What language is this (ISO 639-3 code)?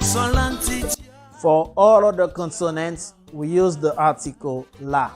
hat